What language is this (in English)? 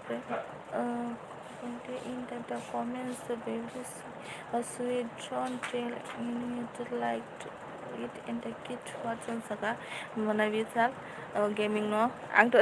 Kok Borok